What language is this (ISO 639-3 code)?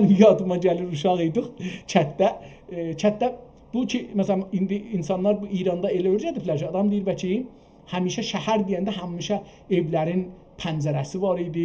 azb